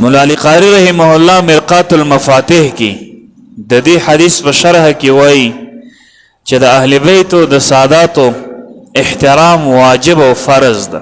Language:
Pashto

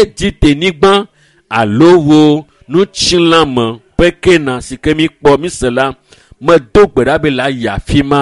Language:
Ewe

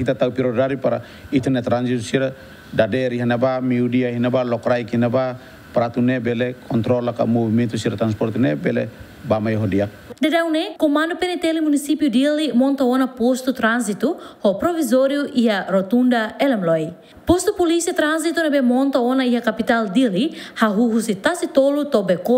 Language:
Tetum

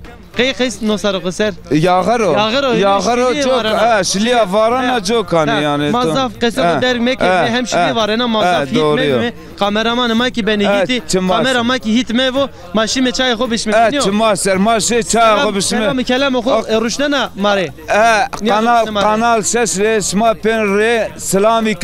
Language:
Zaza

